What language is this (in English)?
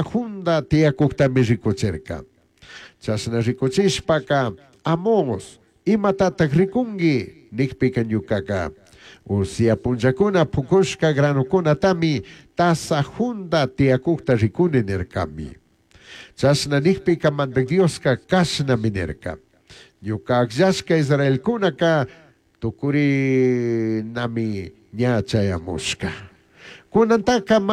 Chimborazo Highland Quichua